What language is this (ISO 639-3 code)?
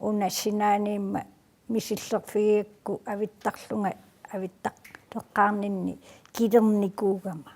kal